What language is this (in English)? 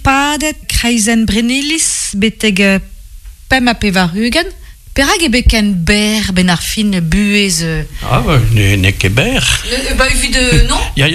Breton